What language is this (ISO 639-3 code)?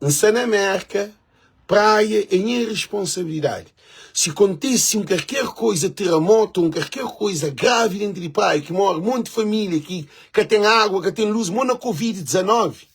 kea